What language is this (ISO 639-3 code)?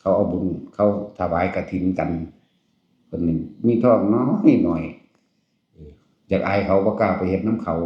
tts